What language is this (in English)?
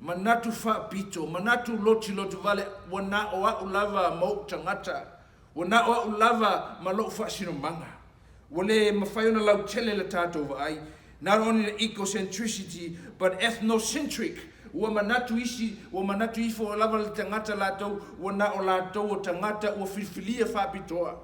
Samoan